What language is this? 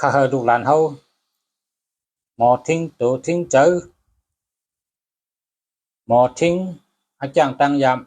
Shan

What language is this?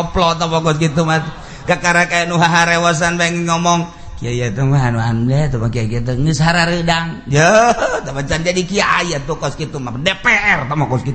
Sundanese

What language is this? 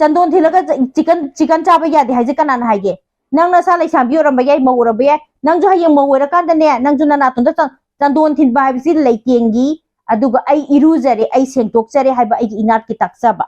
Manipuri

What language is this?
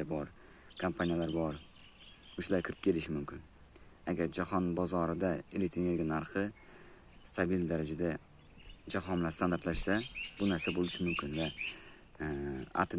Uzbek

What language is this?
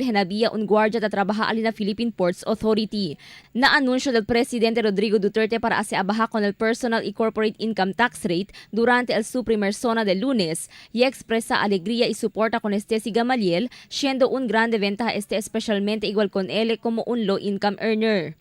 Chavacano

